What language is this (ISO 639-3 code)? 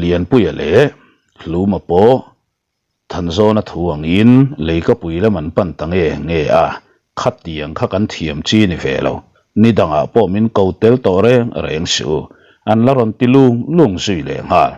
lus